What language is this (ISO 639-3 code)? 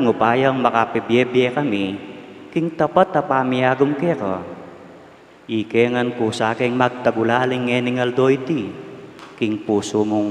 pam